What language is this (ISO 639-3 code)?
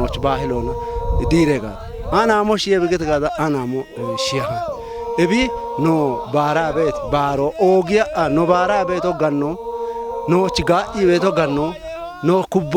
kbr